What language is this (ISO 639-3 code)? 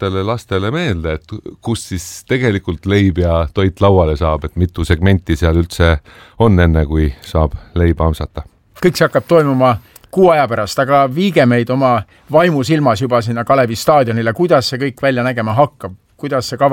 est